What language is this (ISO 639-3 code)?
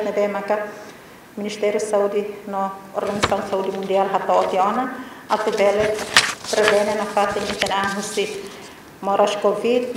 tet